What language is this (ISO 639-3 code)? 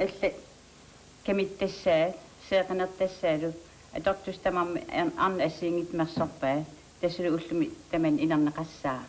kal